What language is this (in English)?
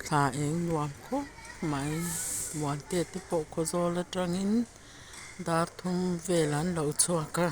Mizo